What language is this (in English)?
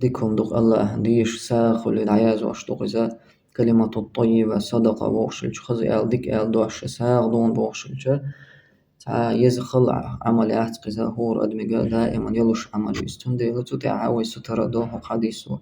Chechen